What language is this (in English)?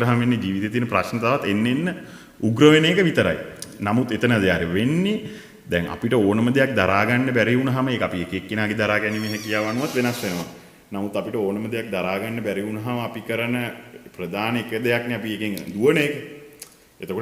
Sinhala